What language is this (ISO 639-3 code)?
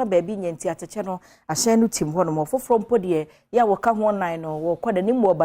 aka